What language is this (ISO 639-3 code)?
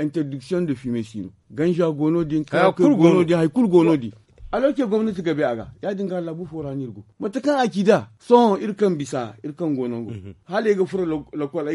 dje